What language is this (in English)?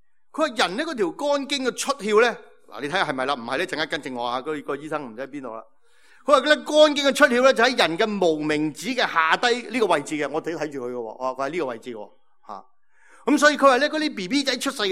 Cantonese